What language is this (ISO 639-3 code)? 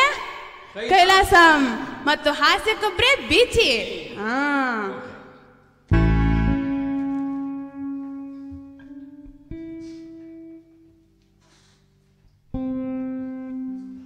kan